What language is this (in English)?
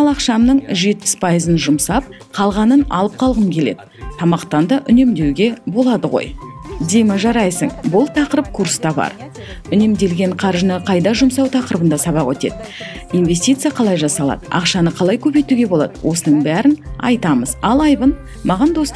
Kazakh